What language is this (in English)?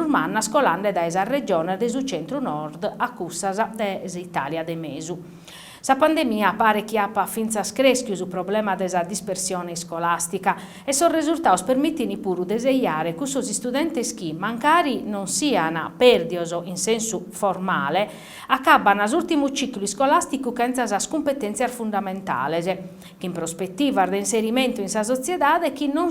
Sardinian